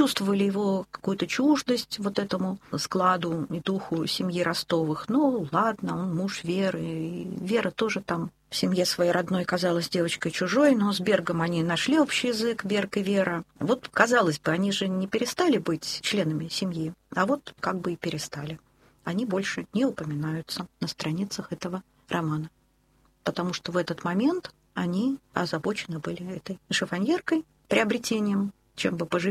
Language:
Russian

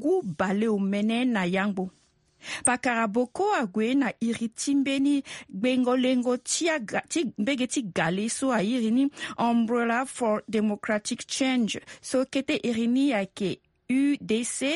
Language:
Sango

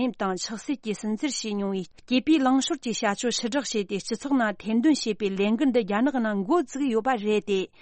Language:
Tibetan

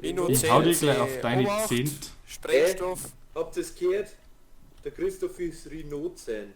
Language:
Bavarian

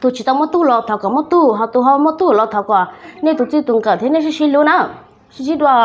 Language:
Hmong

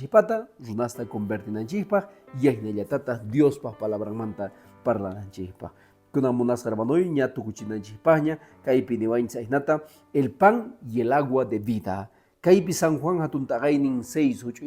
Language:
Quechua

